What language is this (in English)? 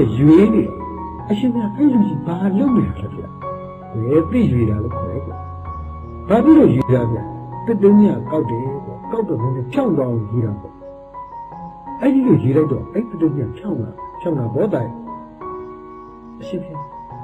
Burmese